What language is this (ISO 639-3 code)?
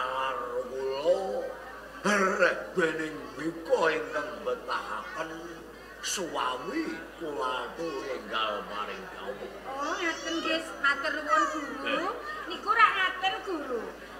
jav